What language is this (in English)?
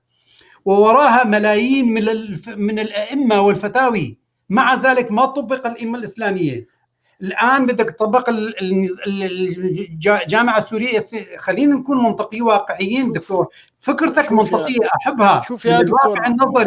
North Levantine Arabic